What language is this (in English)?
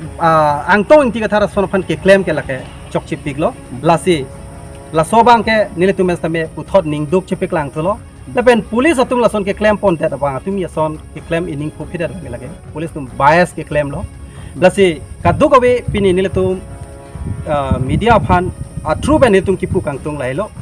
Karbi